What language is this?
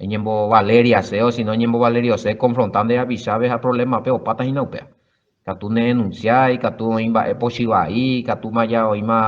Guarani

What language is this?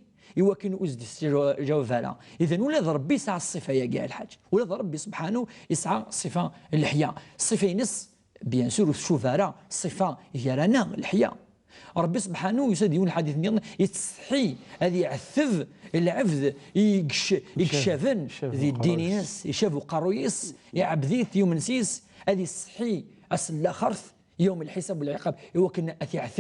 Kabyle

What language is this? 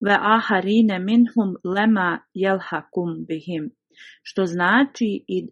Bosnian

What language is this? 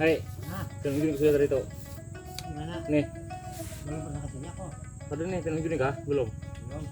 Banjar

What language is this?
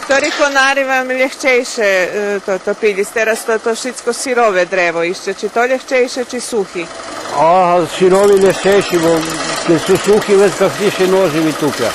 Rusyn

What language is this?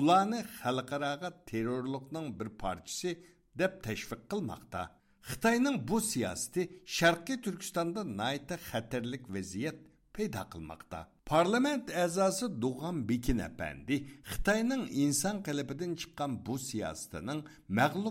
Uyghur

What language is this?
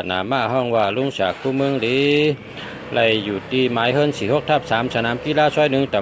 Shan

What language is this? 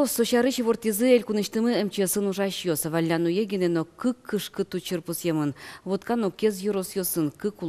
Udmurt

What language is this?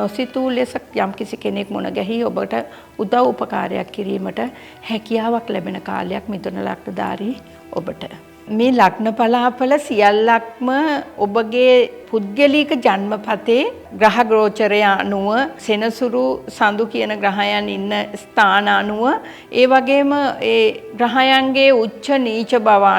Sinhala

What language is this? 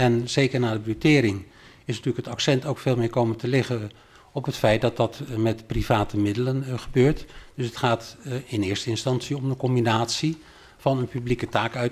Dutch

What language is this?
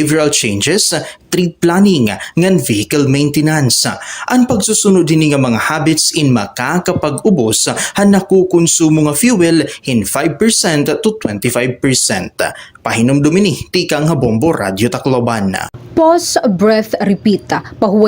Waray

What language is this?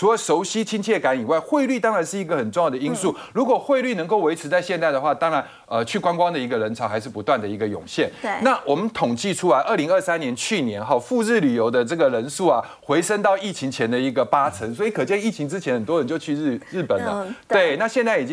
Chinese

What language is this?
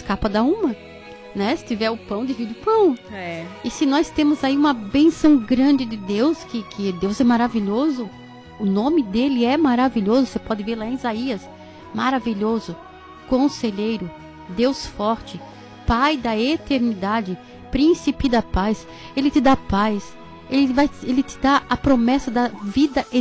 Portuguese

